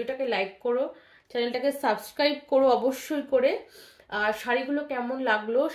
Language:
Bangla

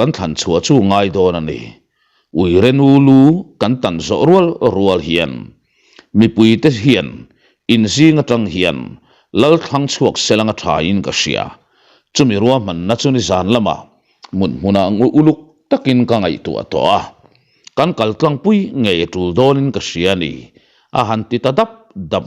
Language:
Mizo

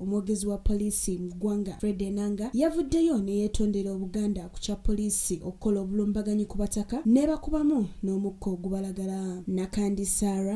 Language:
Ganda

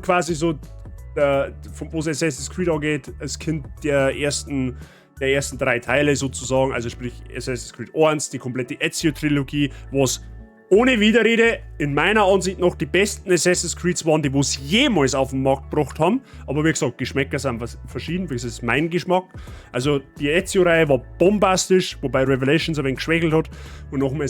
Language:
Bavarian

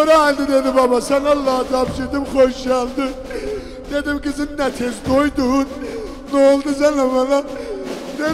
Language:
South Azerbaijani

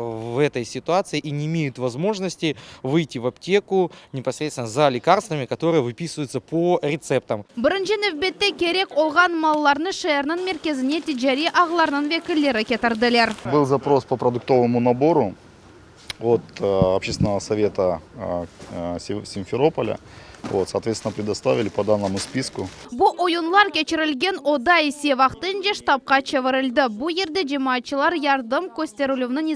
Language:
Crimean Tatar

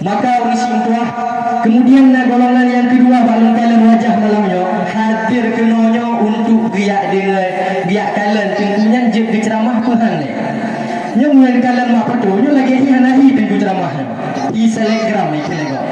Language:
Achinese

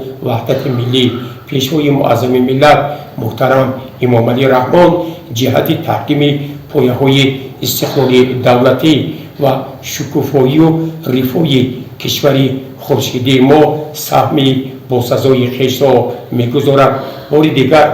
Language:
Tajik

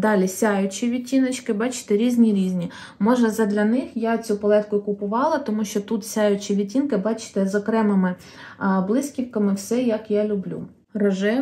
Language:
Ukrainian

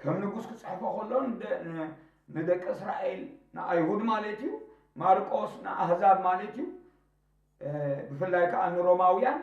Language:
Tigrinya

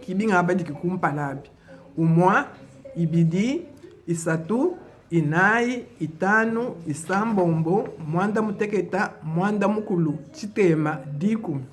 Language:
Luba-Lulua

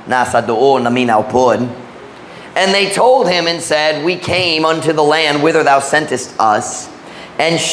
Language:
Cebuano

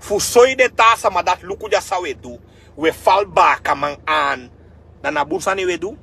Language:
Sranan Tongo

